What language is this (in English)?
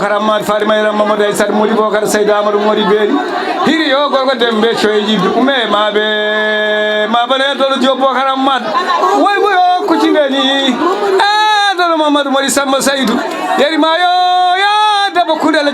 Fula